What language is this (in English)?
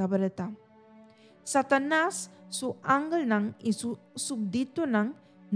Papiamento